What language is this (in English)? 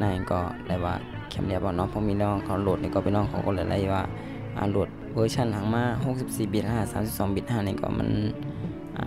Shan